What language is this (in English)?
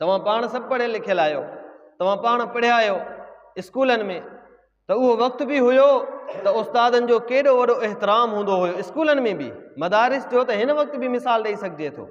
Sindhi